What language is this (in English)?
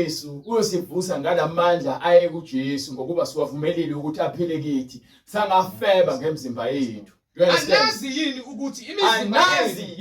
Zulu